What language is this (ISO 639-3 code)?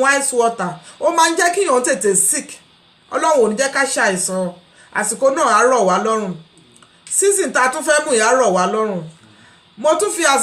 yor